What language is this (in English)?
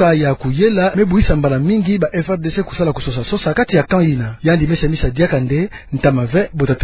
Kituba (Democratic Republic of Congo)